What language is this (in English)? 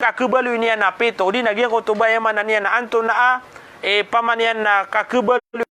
Maranao